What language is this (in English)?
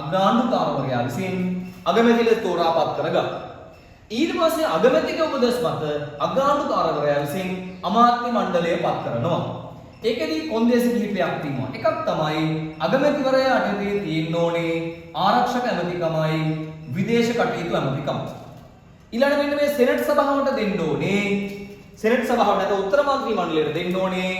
Sinhala